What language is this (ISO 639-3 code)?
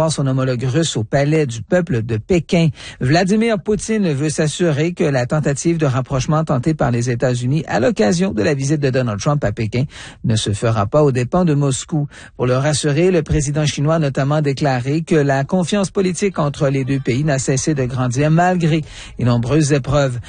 fra